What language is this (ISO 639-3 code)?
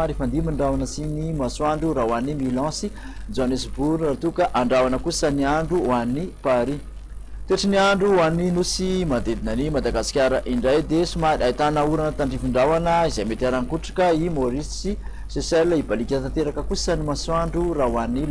mlg